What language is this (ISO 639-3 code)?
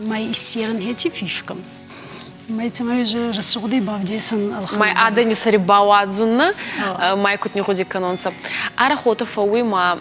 oss